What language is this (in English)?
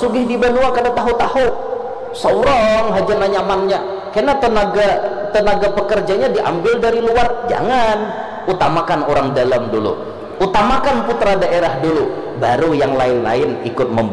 Banjar